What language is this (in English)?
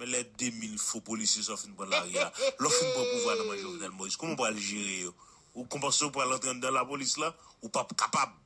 Haitian Creole